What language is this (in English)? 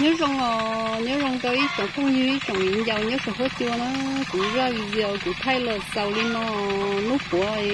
Hmong